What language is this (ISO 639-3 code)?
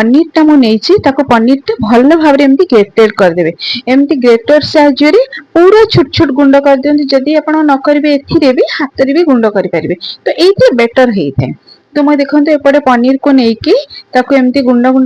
ori